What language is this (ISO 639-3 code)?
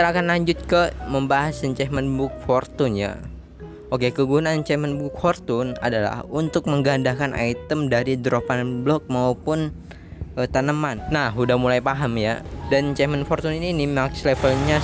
ind